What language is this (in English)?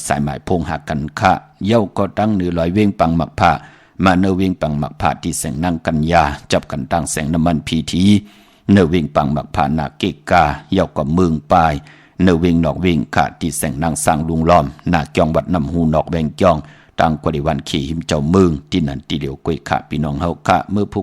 Shan